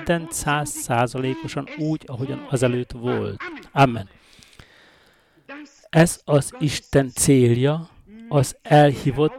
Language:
Hungarian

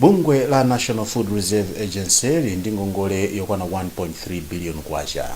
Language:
Nyanja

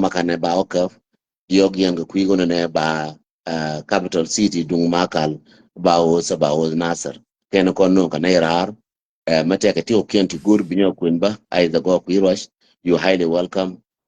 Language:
Nuer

